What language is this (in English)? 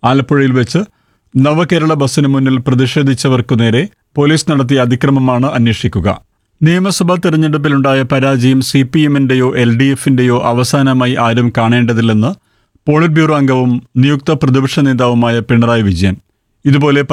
Malayalam